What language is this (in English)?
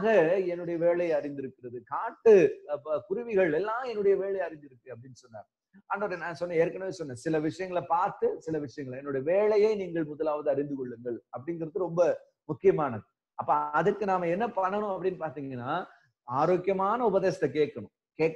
Tamil